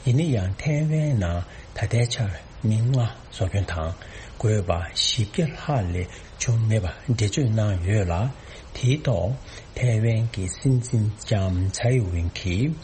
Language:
Tibetan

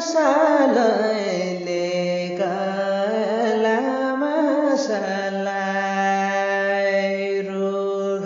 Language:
Nepali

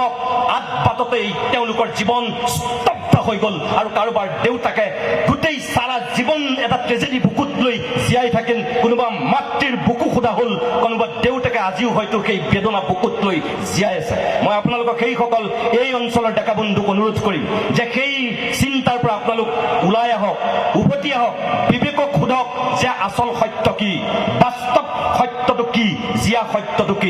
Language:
Assamese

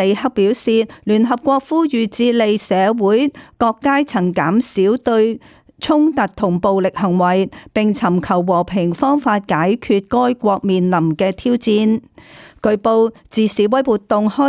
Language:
Cantonese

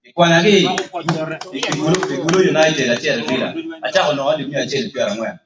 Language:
Acoli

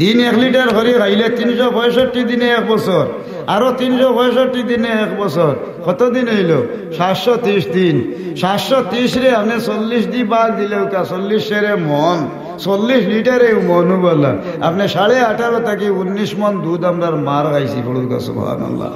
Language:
Sylheti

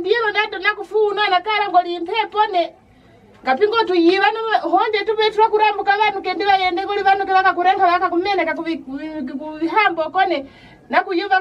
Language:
Kwangali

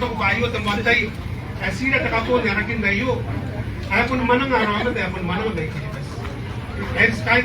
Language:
Gilbertese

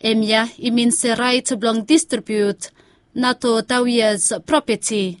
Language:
Bislama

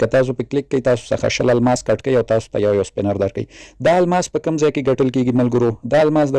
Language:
Pashto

